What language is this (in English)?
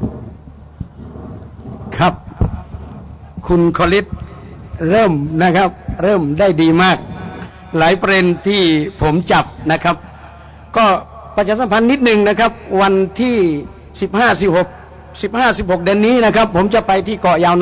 Thai